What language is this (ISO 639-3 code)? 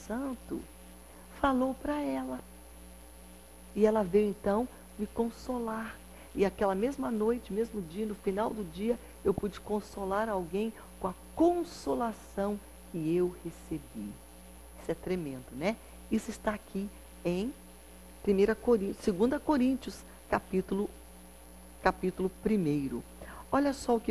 por